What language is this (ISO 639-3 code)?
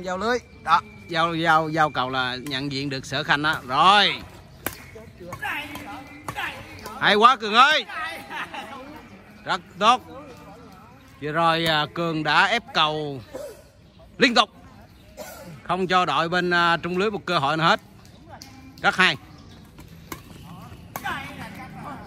vie